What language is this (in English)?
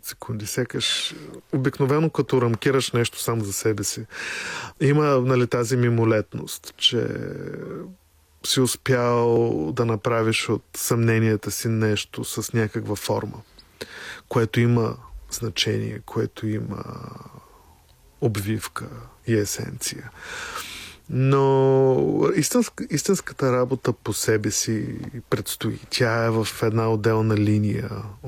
Bulgarian